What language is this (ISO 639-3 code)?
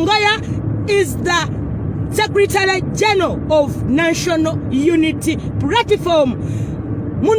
lug